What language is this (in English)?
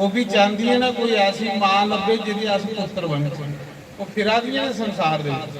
Dogri